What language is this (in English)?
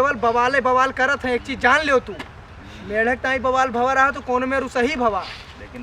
Awadhi